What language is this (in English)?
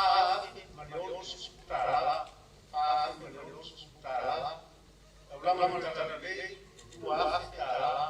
Samoan